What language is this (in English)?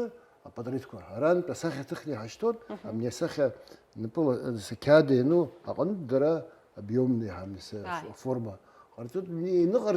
Abkhazian